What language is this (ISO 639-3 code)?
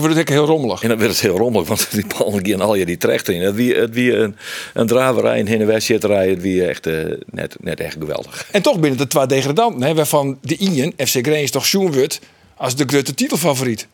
fry